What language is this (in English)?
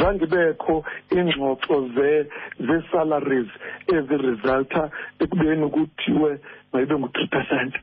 Xhosa